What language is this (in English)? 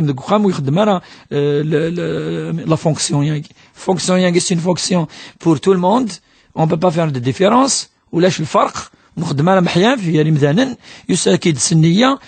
Kabyle